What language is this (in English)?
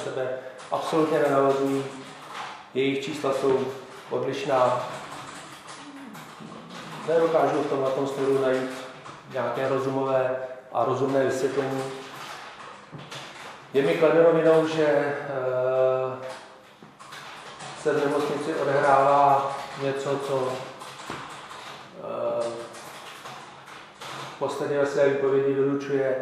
Czech